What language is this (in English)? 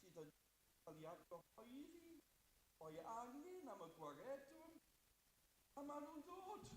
Welsh